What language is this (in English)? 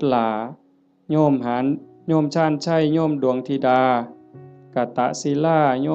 Northeastern Thai